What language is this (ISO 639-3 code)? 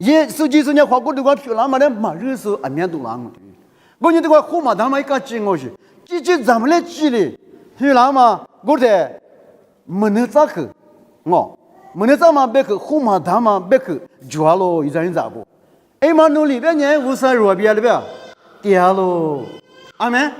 lis